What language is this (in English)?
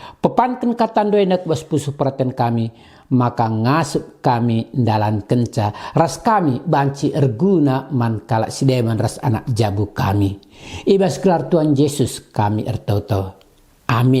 Batak Karo